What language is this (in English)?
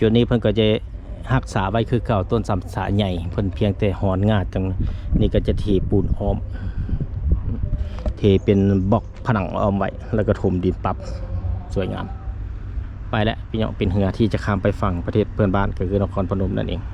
Lao